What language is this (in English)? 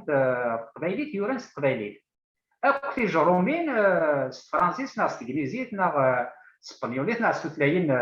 Kabyle